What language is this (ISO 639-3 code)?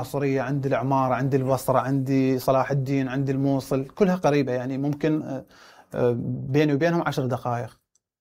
acm